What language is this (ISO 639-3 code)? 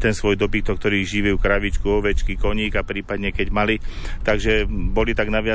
slk